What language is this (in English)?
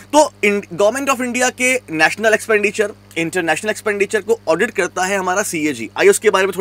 Hindi